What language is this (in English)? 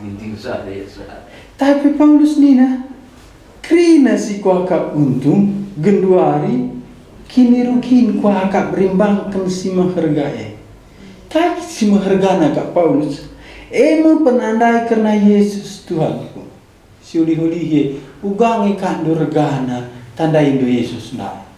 Batak Karo